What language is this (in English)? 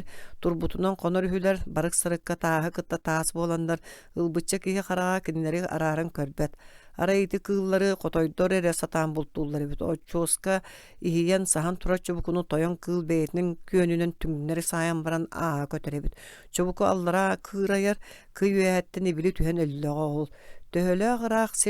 Yakut